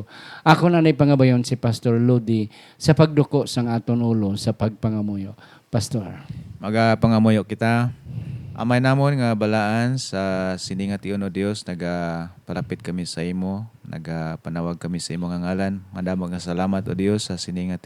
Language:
Hiligaynon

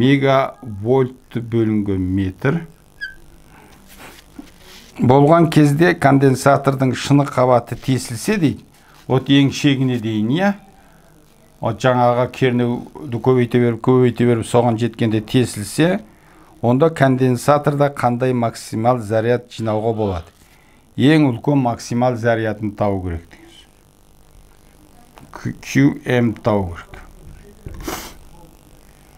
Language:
Kazakh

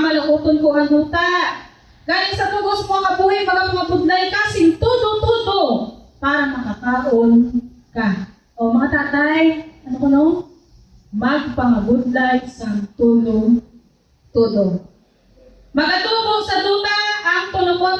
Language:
Hiligaynon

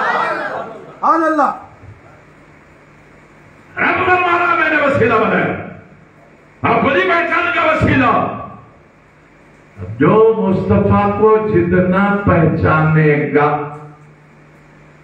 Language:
Urdu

